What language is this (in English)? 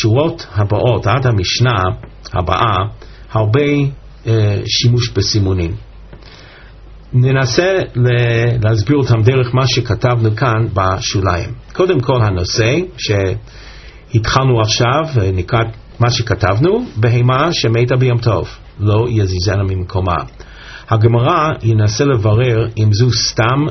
Hebrew